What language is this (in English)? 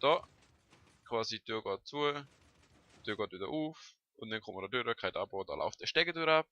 Swiss German